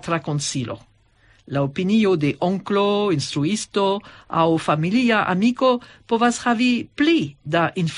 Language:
Esperanto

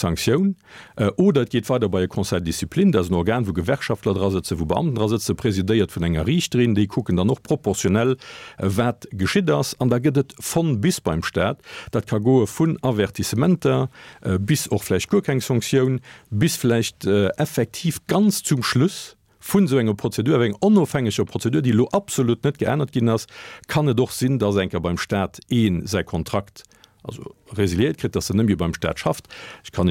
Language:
Luxembourgish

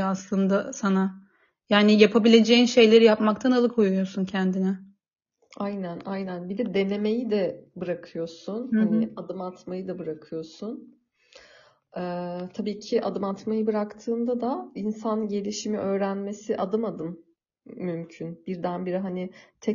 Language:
Turkish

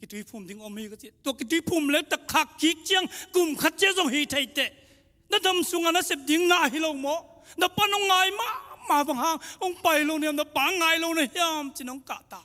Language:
Tedim Chin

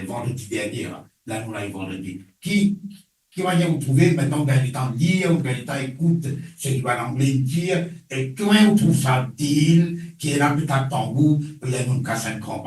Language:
Morisyen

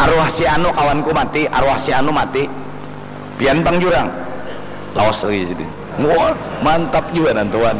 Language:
Banjar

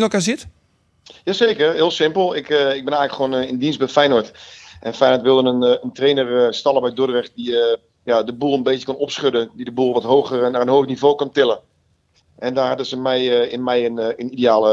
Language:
Western Frisian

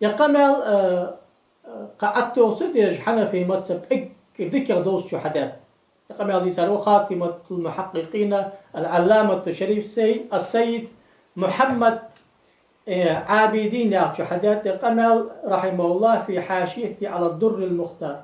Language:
Ingush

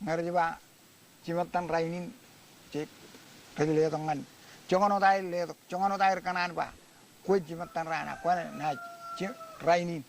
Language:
Marshallese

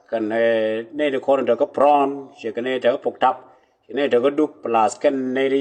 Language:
Nuer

